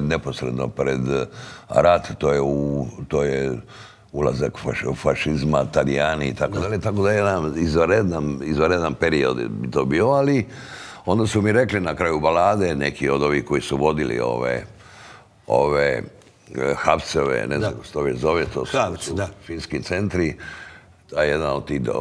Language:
Croatian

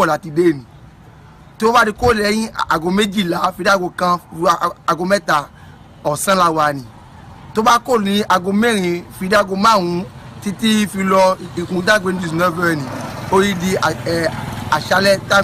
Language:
Yoruba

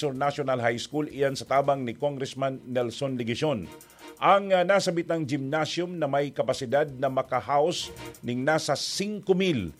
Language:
Bikol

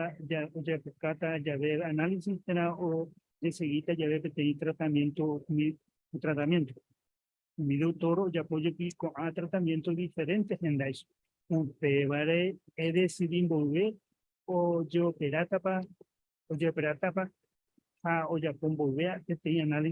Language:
Guarani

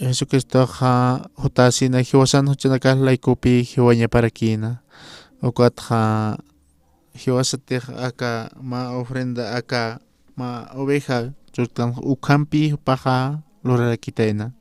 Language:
Aymara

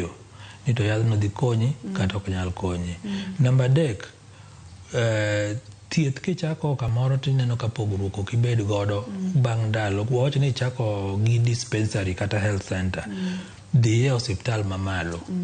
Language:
Luo (Kenya and Tanzania)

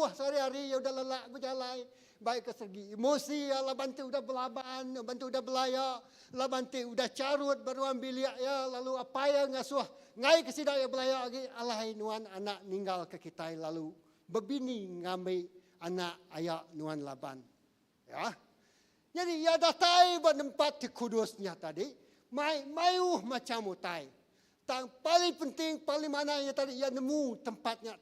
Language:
Iban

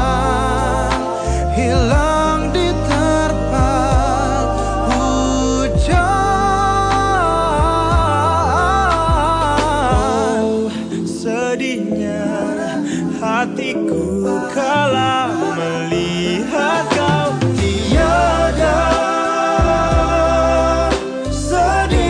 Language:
Indonesian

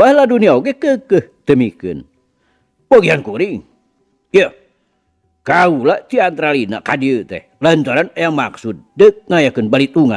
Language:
Sundanese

